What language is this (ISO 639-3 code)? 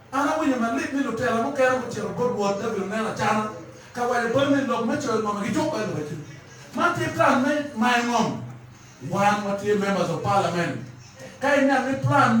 ach